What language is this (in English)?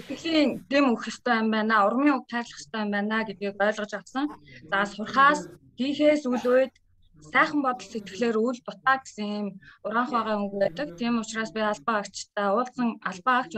Mongolian